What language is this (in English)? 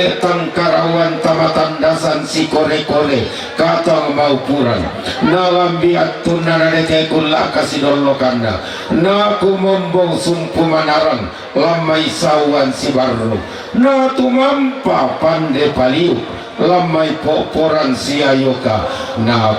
Toraja-Sa'dan